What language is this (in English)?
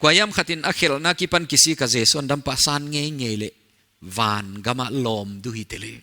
Paite Chin